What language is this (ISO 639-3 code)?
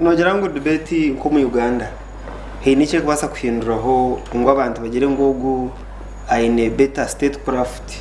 nyn